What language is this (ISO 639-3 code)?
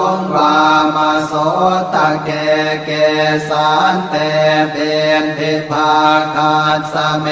pli